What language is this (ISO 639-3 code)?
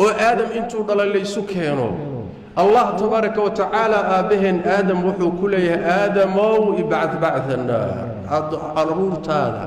som